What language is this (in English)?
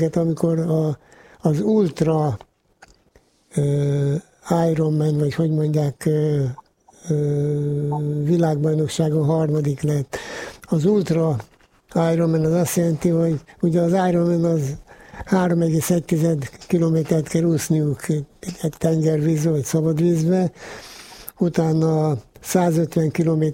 Hungarian